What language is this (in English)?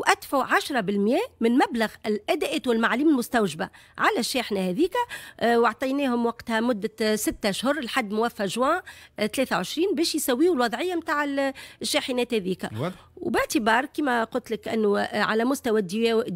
Tunisian Arabic